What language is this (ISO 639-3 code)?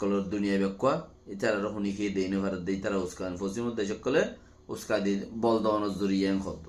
rhg